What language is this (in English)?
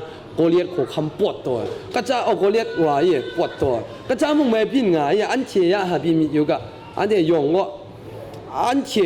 Kachin